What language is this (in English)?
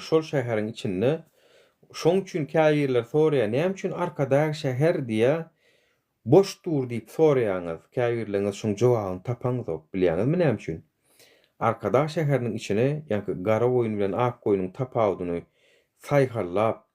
Turkmen